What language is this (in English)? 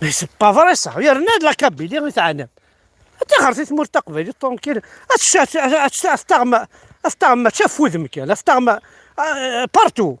Kabyle